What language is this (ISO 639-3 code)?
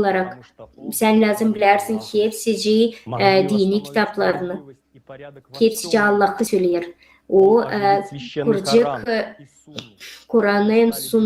gag